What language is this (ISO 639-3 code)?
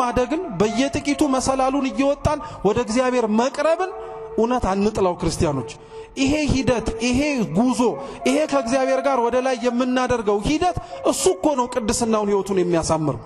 amh